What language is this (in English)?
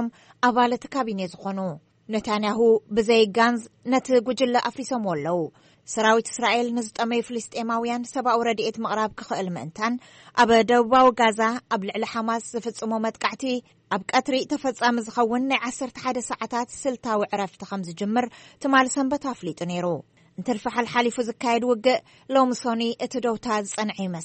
Tigrinya